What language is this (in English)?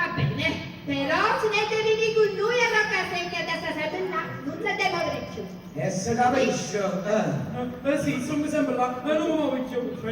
Neapolitan